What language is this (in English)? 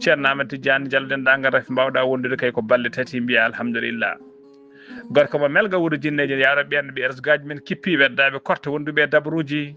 Fula